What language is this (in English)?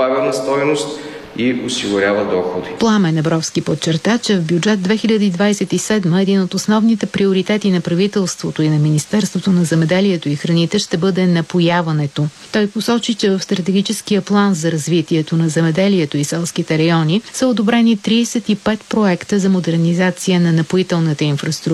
Bulgarian